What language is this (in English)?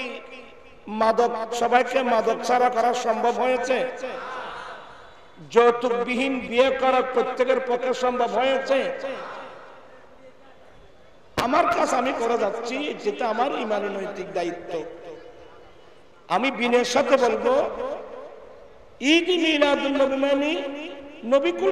Bangla